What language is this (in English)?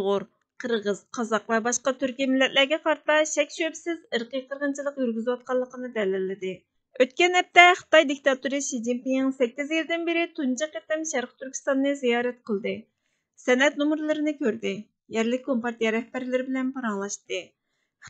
Uyghur